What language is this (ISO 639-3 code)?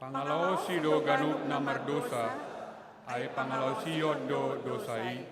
bbc